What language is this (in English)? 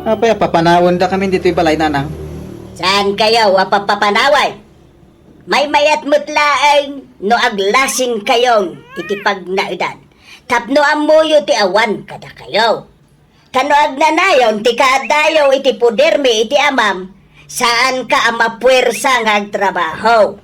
Iloko